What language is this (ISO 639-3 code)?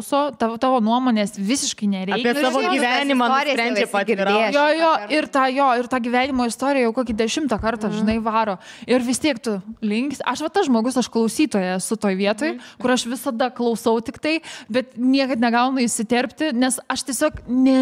lit